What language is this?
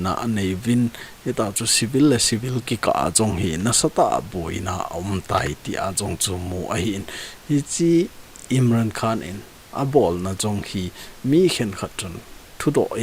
Thado Chin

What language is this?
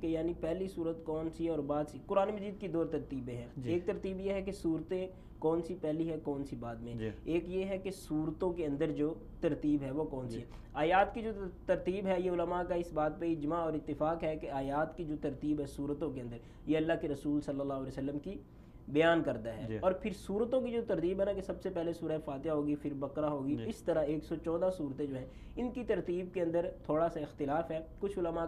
Urdu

